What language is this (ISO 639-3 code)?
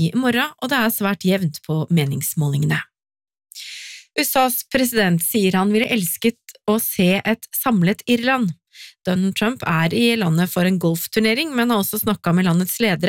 nor